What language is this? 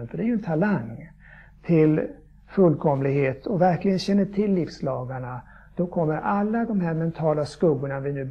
Swedish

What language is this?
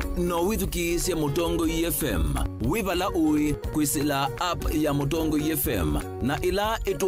Kamba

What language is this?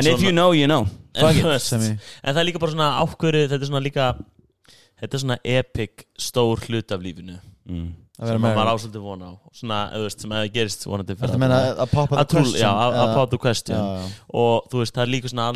Icelandic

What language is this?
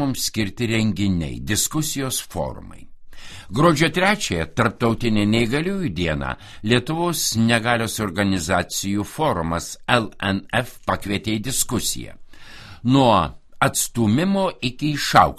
Lithuanian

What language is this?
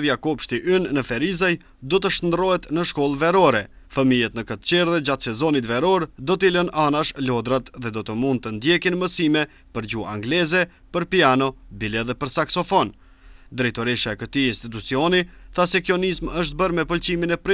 Albanian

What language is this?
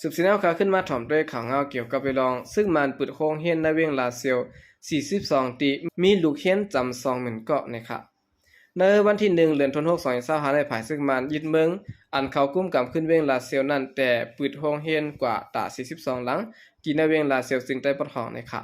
Shan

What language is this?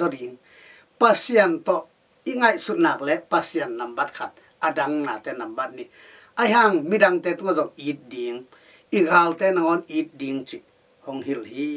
Tedim Chin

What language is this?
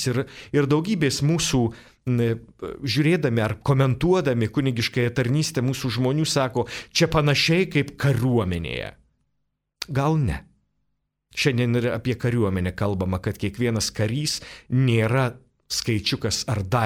Lithuanian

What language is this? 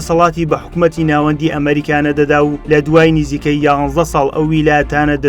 Central Kurdish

